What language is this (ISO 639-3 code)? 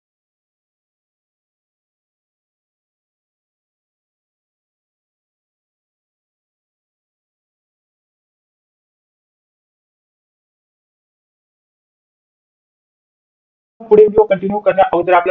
mar